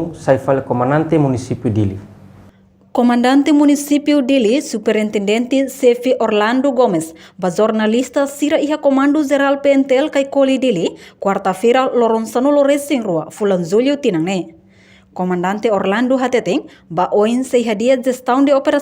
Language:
Tetum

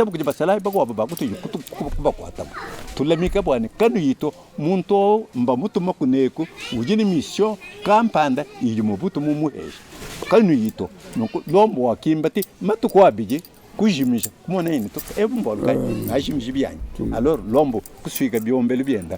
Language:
Luba-Lulua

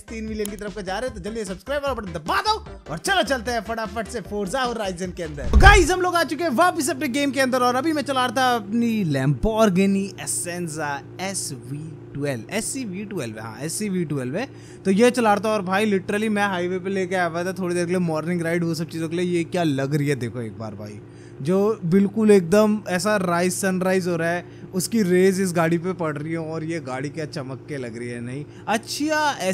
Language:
Hindi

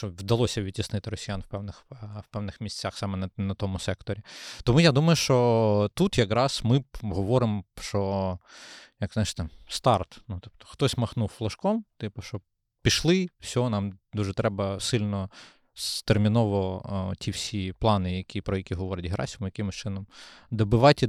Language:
Ukrainian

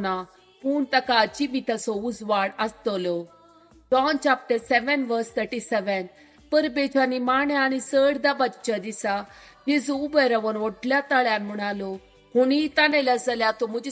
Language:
Konkani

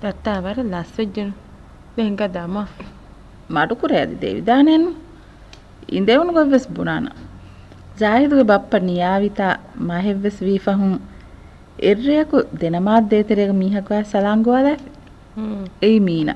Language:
Divehi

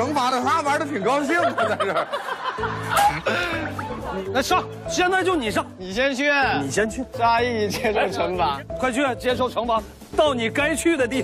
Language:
Chinese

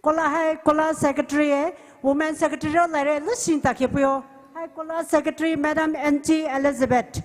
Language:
Poumei Naga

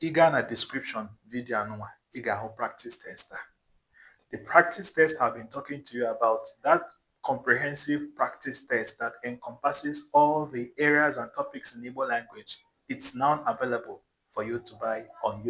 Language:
Igbo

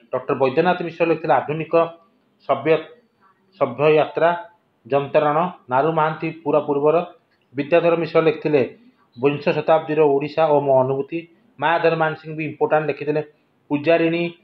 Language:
Odia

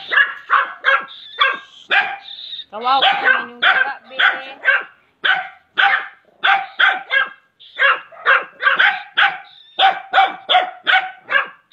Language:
Filipino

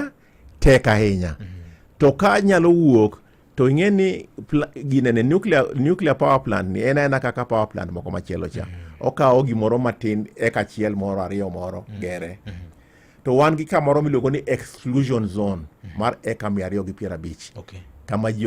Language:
Luo (Kenya and Tanzania)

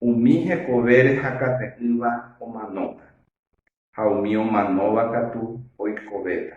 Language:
Guarani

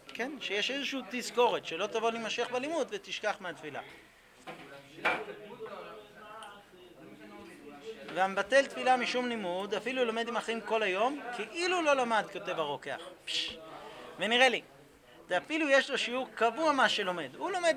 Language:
Hebrew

